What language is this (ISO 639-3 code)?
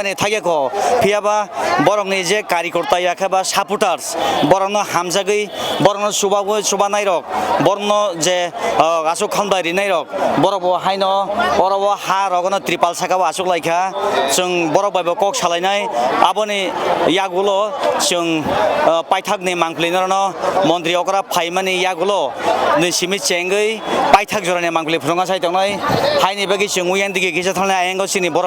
trp